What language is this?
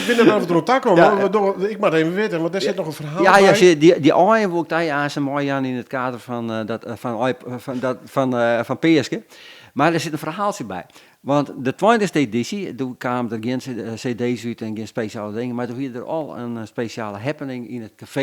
Western Frisian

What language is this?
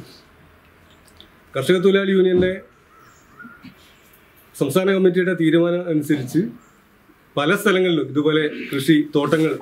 Malayalam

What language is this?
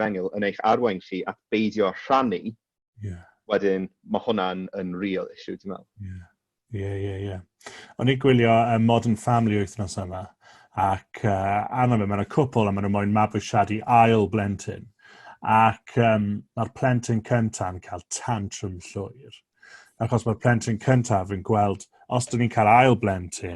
Welsh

